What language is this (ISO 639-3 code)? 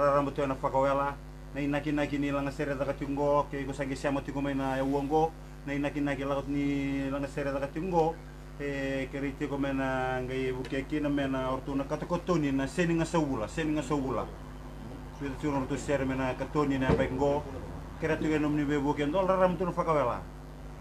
fij